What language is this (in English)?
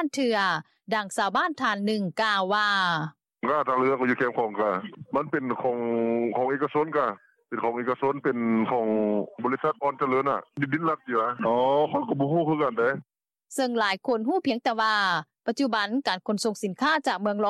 Lao